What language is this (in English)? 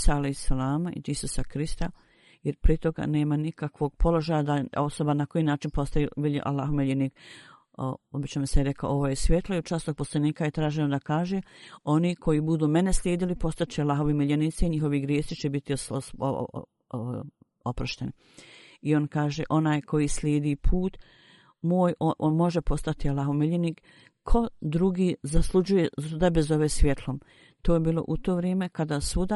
Bosnian